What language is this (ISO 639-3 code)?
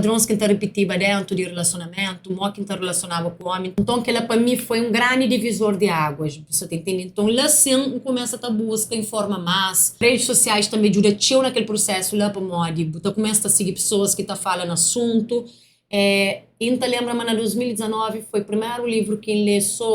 kea